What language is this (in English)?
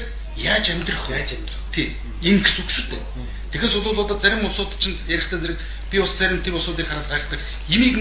Mongolian